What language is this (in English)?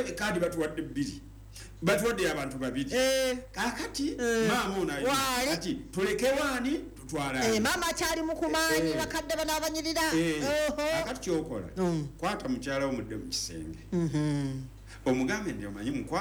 Ganda